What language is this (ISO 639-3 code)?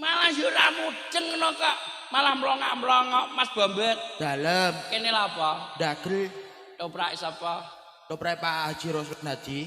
jav